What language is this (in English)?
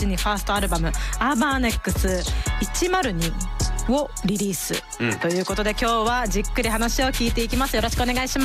Japanese